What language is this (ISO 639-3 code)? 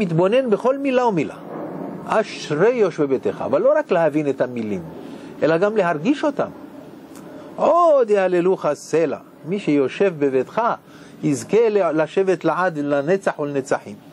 heb